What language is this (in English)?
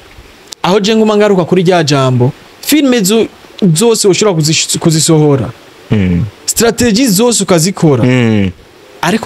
Rundi